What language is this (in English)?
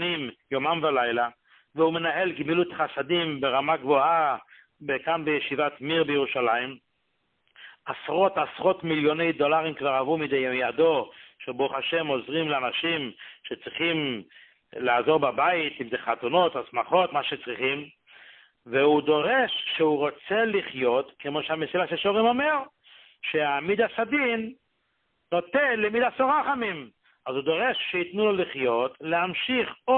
Hebrew